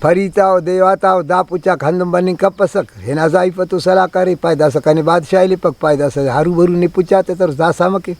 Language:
Brahui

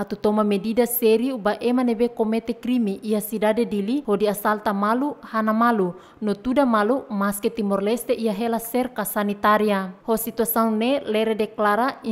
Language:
Tetum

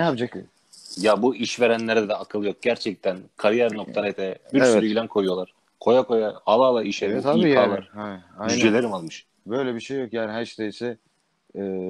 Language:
Turkish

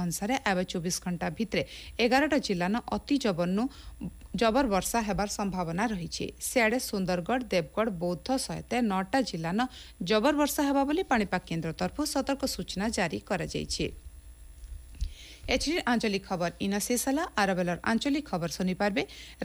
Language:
Odia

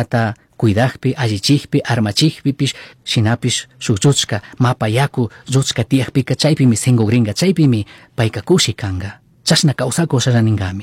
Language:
Chimborazo Highland Quichua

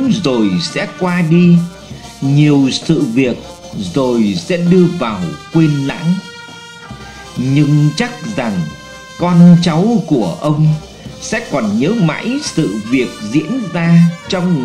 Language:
Vietnamese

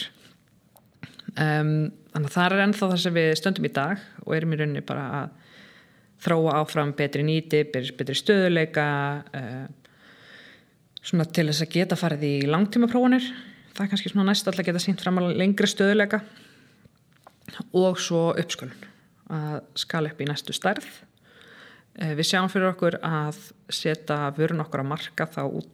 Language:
Icelandic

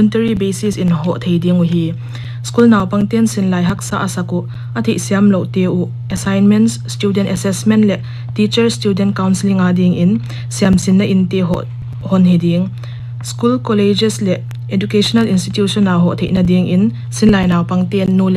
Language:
Paite Chin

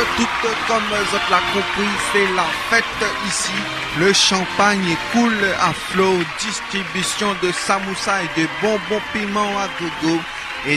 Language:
Réunion Creole French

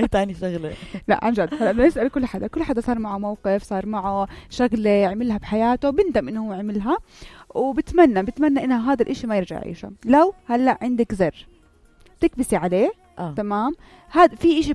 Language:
North Levantine Arabic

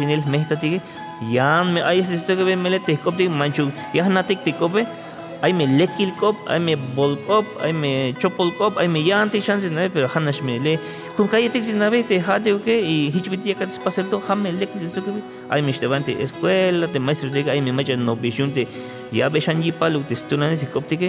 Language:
Tzeltal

